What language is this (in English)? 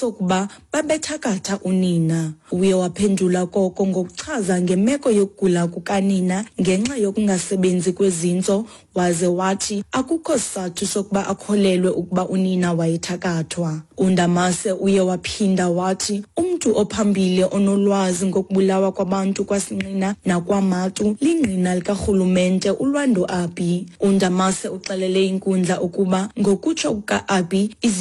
Xhosa